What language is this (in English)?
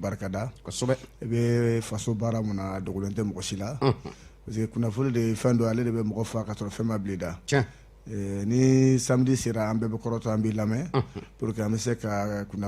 Bambara